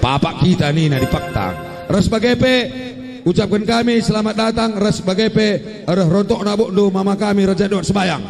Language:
Batak Karo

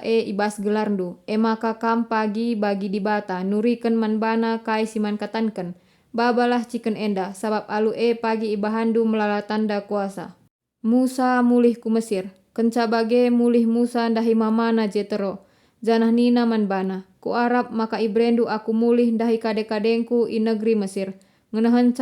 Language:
Batak Karo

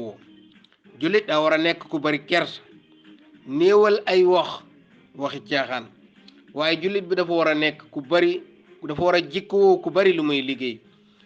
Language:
Wolof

